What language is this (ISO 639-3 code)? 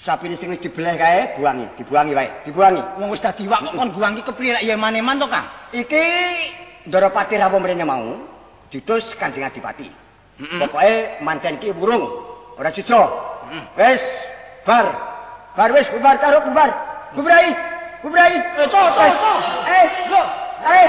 jav